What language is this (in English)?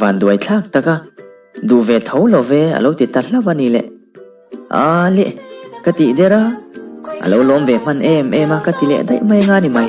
Mizo